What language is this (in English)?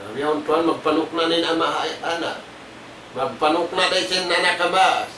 Tausug